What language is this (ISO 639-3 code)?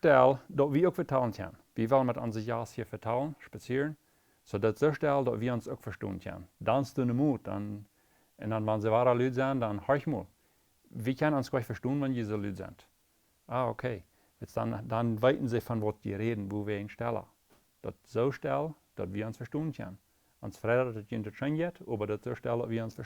pdt